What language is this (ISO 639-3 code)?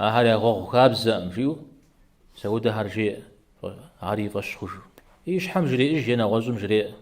kbd